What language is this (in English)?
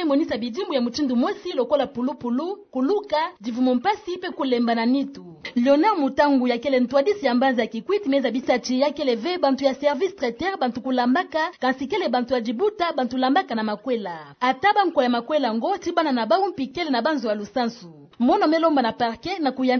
Kituba (Democratic Republic of Congo)